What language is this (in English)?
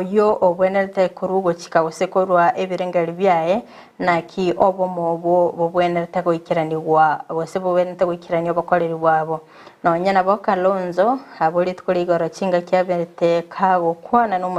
Gusii